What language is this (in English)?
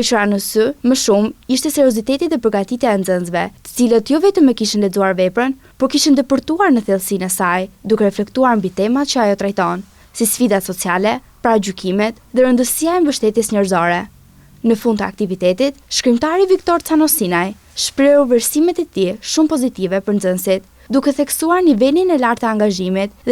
Albanian